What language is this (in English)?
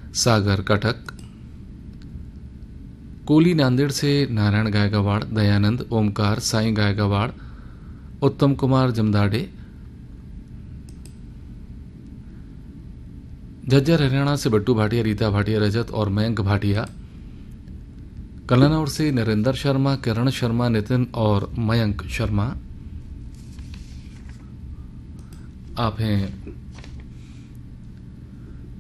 Hindi